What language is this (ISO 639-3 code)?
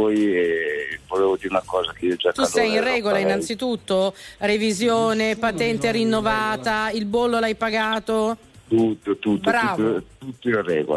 ita